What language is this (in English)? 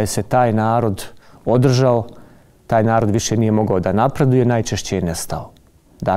Bosnian